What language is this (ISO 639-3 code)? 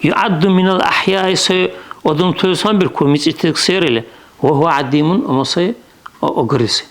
dar